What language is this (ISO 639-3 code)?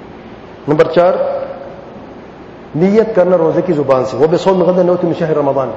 urd